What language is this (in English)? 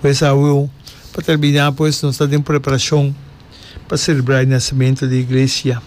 Papiamento